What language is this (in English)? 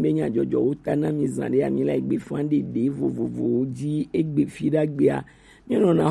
Gen